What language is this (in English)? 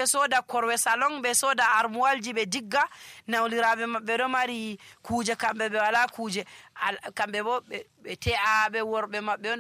Nigerian Fulfulde